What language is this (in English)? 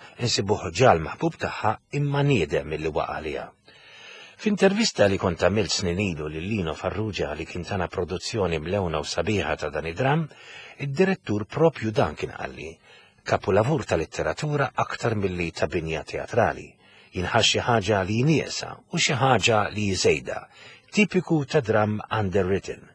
Maltese